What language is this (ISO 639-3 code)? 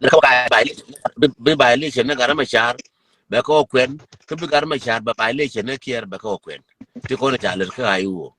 nus